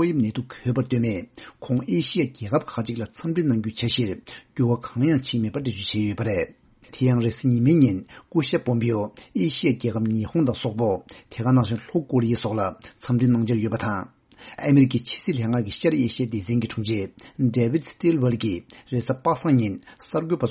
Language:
Tibetan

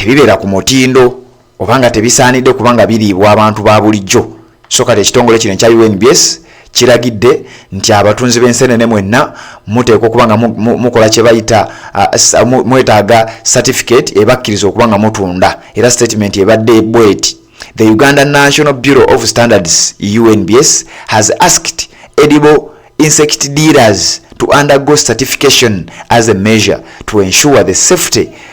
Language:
Ganda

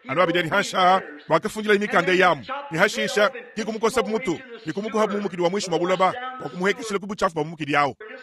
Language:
Luba-Lulua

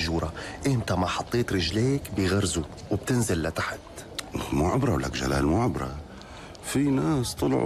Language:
North Levantine Arabic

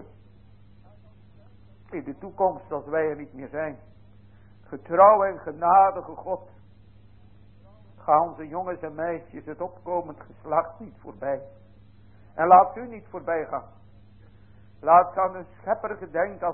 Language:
Dutch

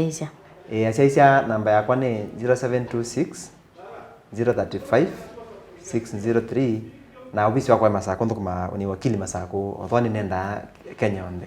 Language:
Kamba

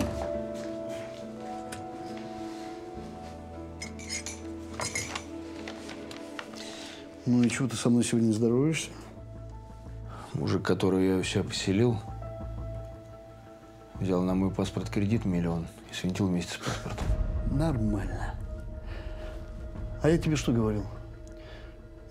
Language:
Russian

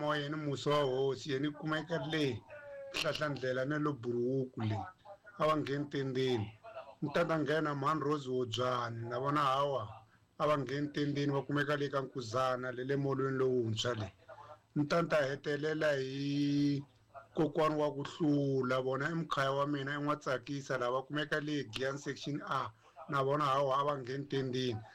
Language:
Tsonga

